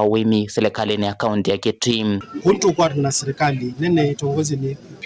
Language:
Kamba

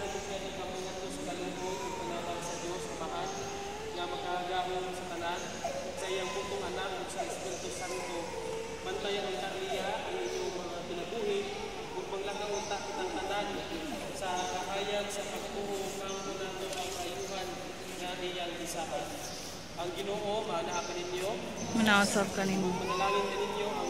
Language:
Cebuano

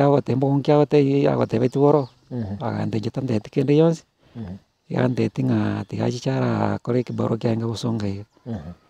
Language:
Gusii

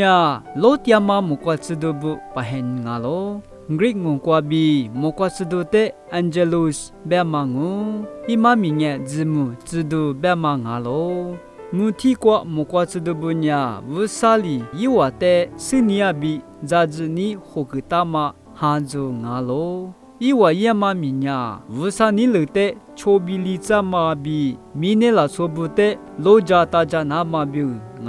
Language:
Lisu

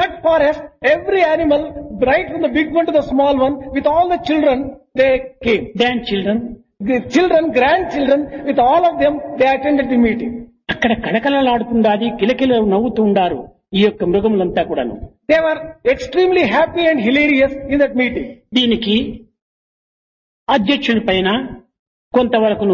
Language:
Telugu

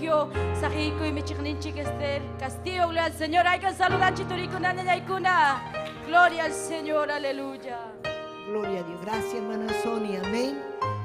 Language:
Ayacucho Quechua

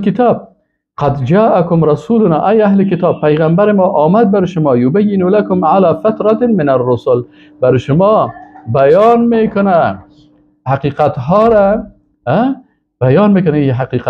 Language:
Persian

